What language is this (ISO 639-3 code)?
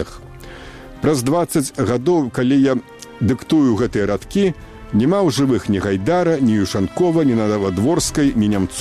bel